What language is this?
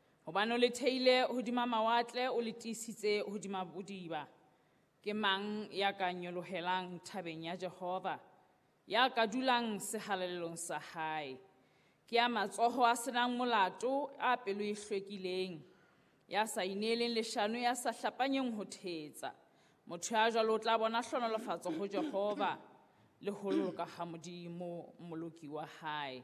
Southern Sotho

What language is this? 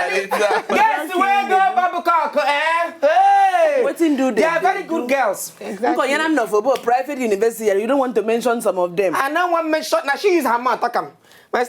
Nigerian Pidgin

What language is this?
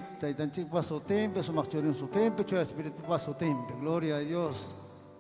Ayacucho Quechua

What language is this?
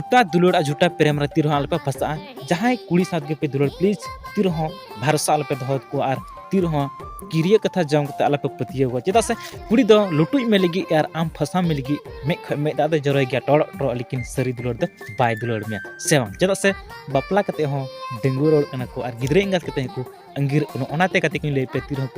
Santali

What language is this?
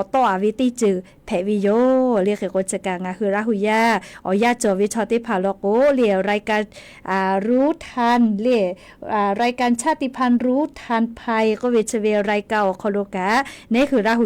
Lahu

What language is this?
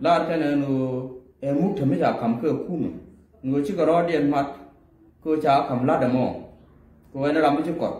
Nuer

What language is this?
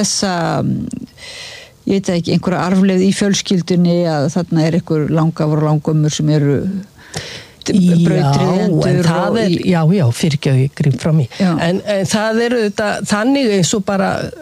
Icelandic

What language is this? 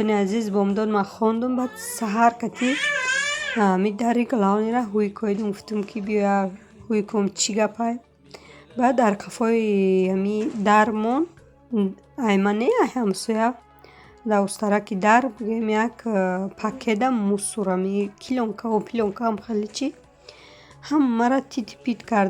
Tajik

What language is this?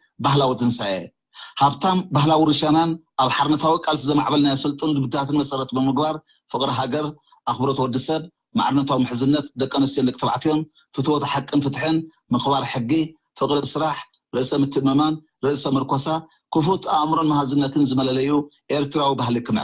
Tigrinya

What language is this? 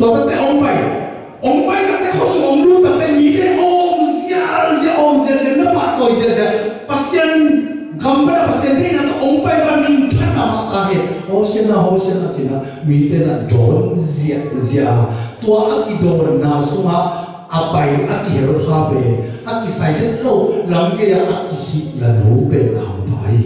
Tedim Chin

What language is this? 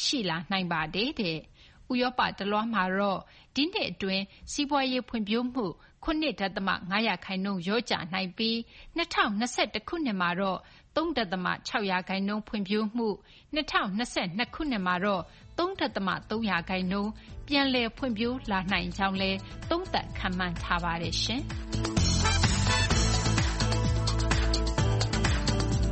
Burmese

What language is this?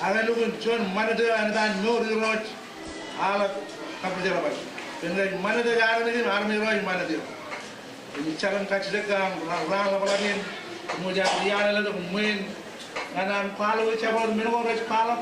Marshallese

